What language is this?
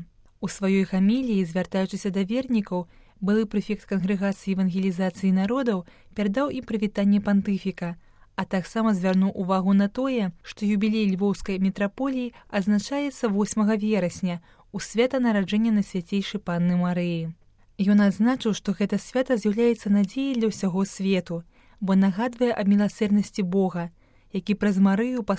Belarusian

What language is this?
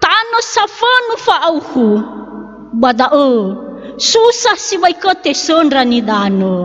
Nias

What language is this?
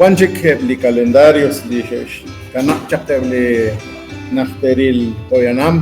Kekchí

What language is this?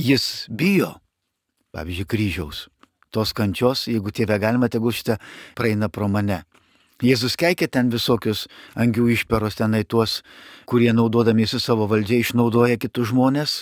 Lithuanian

